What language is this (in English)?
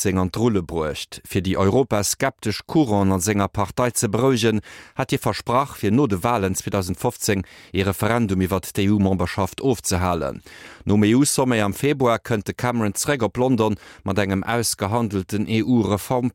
Luxembourgish